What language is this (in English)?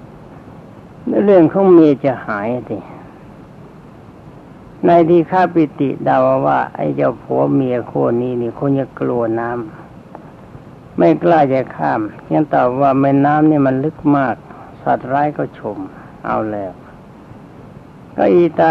Thai